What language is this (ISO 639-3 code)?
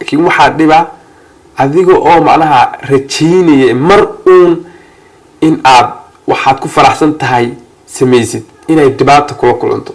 som